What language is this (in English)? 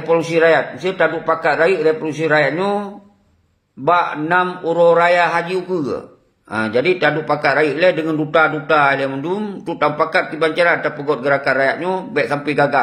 Achinese